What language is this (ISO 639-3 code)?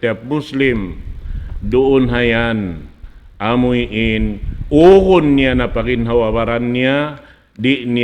tsg